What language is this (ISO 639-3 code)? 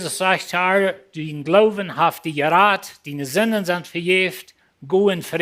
pdt